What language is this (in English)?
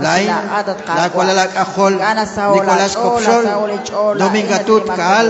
Kekchí